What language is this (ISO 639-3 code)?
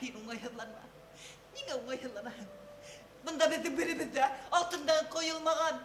bak